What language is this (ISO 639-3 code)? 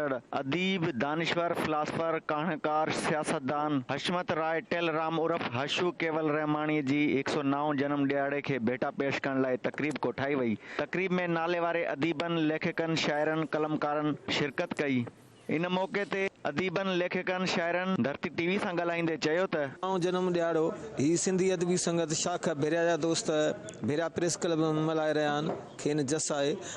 snd